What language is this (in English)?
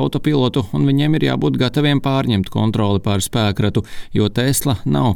Latvian